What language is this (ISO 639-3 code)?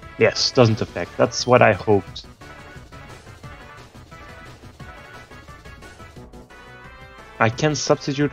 eng